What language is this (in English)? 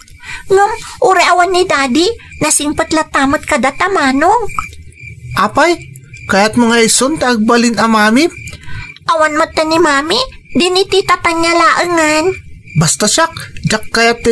Iloko